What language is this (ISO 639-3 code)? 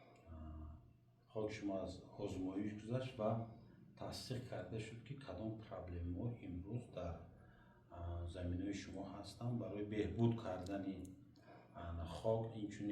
tgk